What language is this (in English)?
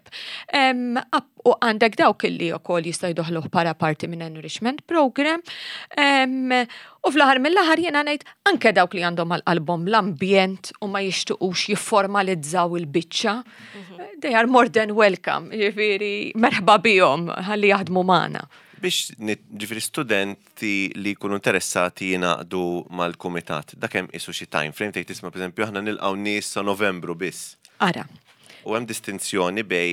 Maltese